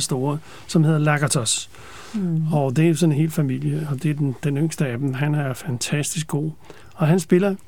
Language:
Danish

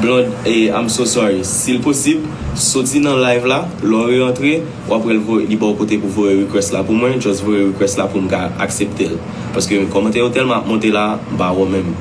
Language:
Haitian Creole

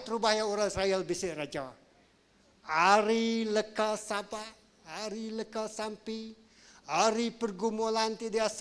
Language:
Iban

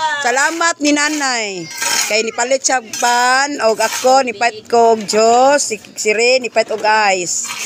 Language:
Cebuano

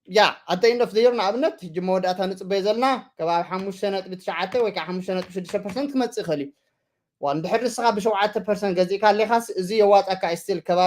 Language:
Tigrinya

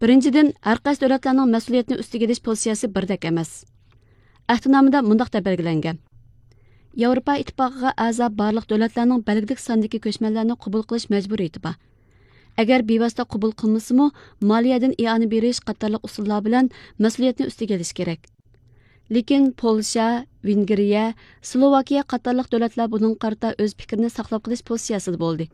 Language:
Uyghur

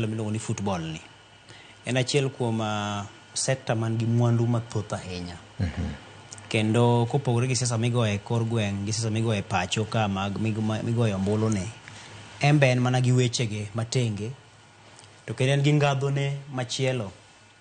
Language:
Luo (Kenya and Tanzania)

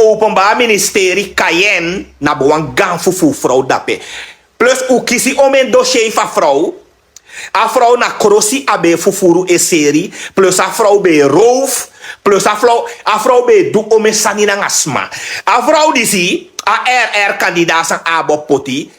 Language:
Sranan Tongo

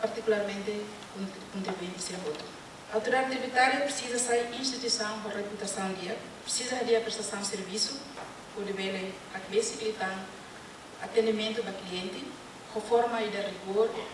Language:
Tetum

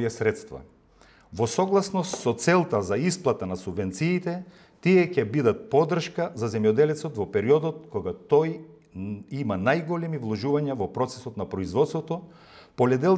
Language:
Macedonian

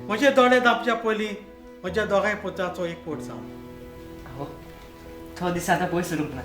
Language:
Konkani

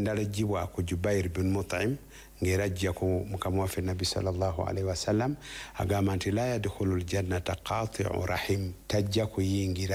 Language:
Ganda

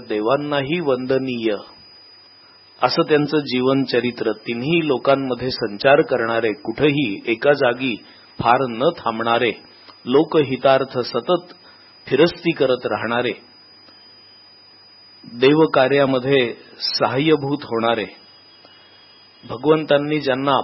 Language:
Marathi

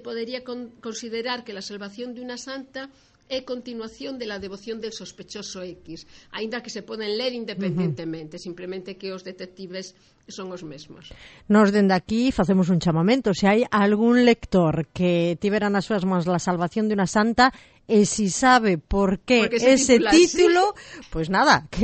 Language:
Galician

